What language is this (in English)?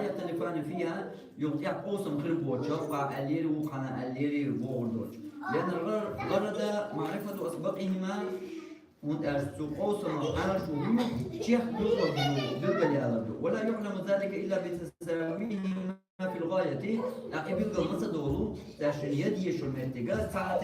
Chechen